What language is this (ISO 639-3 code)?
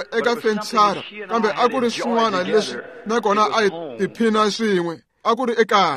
tso